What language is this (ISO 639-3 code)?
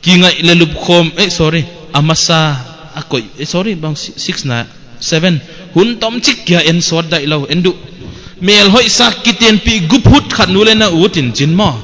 pck